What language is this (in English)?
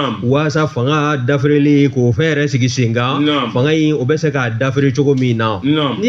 Bambara